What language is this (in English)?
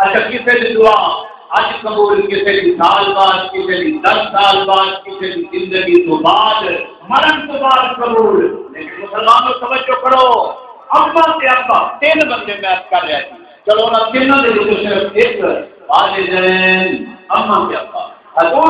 Saraiki